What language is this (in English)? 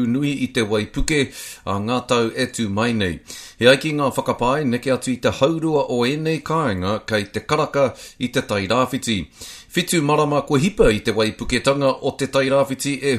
Māori